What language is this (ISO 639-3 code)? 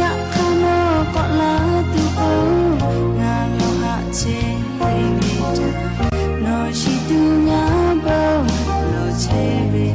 lhu